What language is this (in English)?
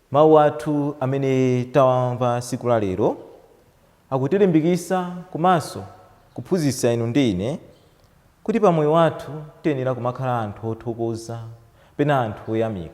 Nyanja